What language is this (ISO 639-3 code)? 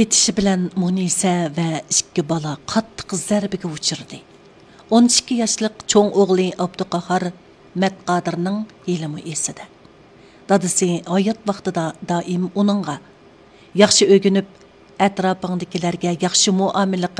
uig